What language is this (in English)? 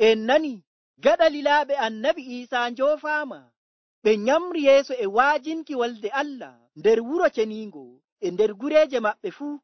Nigerian Fulfulde